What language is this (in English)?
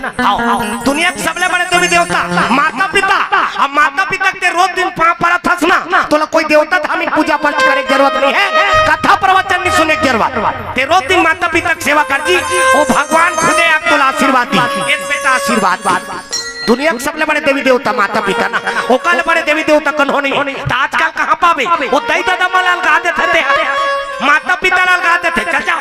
Chhattisgarhi